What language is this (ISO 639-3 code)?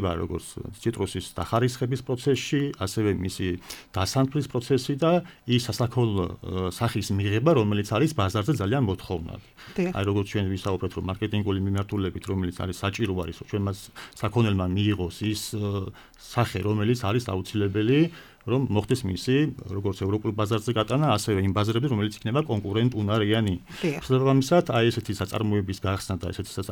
kat